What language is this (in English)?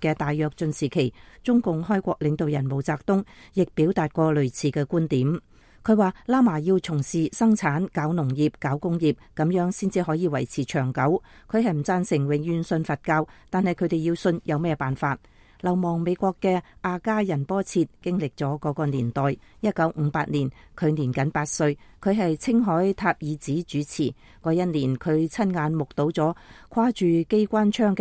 Cantonese